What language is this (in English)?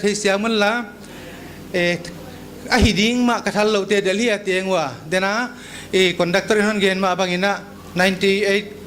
Paite Chin